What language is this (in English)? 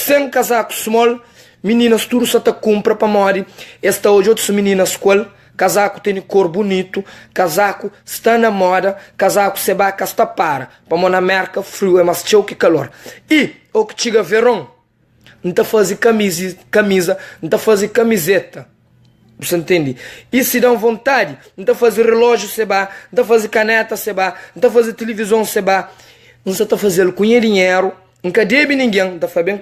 Kabuverdianu